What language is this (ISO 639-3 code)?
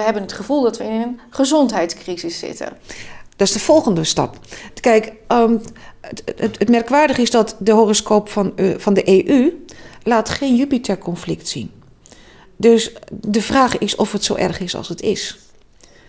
nld